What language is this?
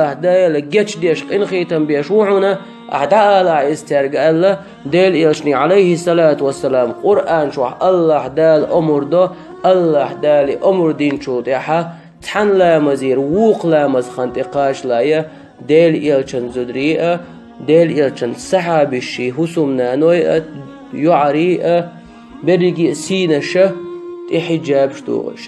Chechen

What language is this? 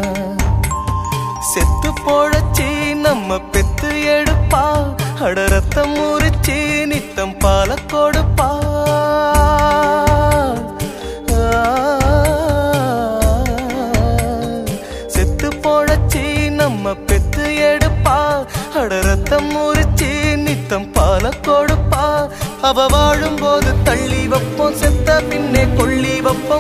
Tamil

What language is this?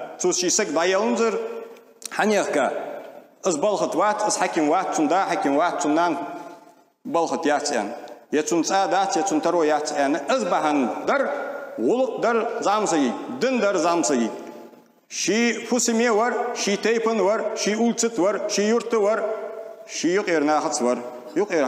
Ingush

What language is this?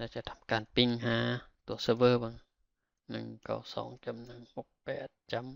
Lao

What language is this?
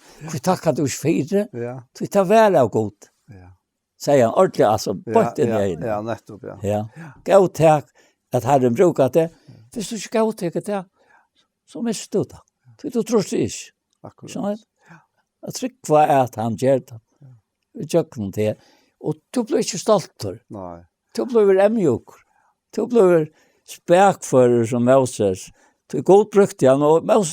Faroese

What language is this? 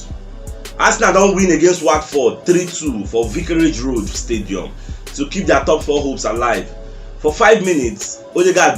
Nigerian Pidgin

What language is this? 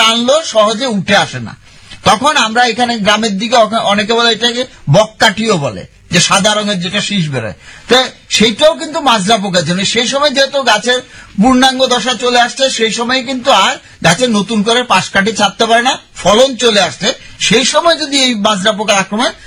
Bangla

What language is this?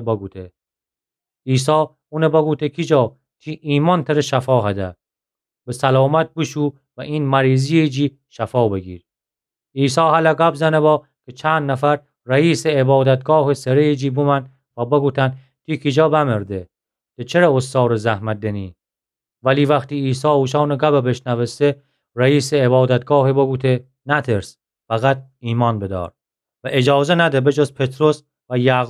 Gilaki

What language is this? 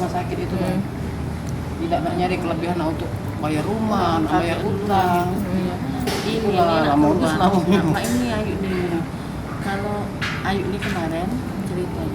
Musi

